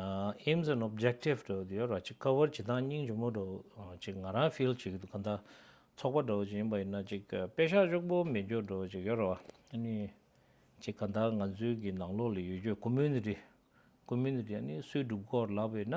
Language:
Tibetan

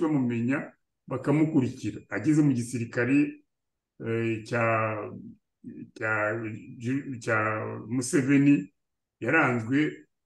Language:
Kinyarwanda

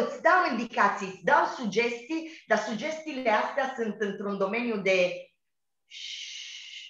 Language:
Romanian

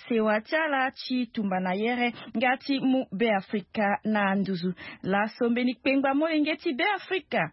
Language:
Sango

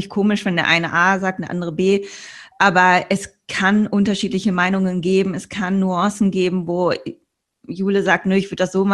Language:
German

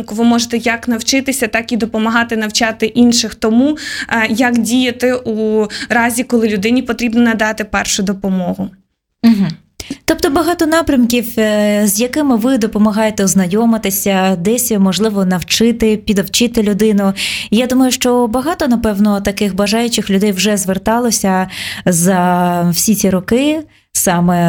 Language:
Ukrainian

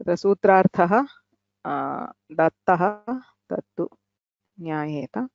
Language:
Sanskrit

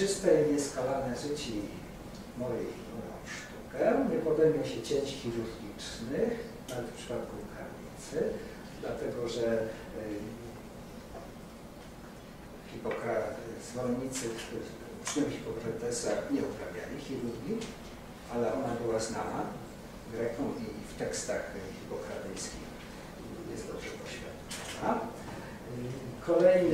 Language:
Polish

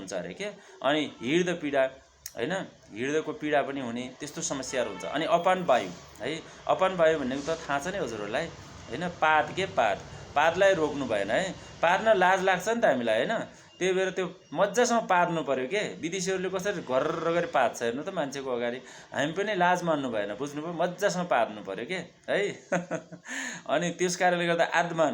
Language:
Nepali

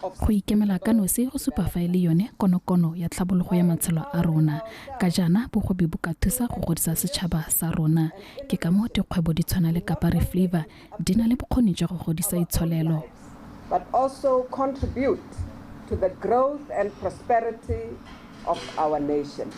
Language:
Tswana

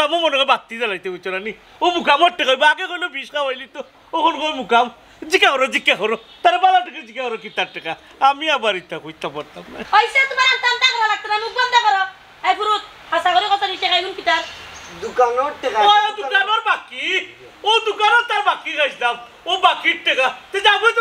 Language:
Sylheti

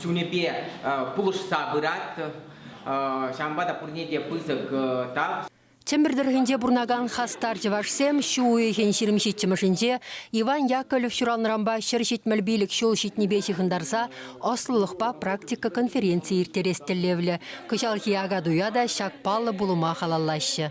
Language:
Chuvash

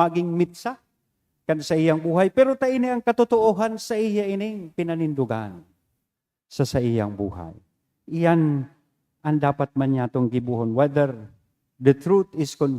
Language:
Bikol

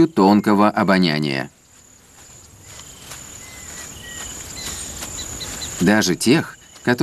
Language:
Russian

